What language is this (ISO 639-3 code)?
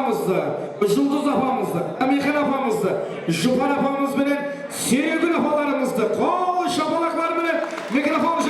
kaa